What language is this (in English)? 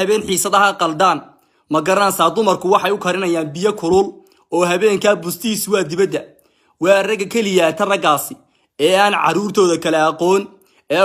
Somali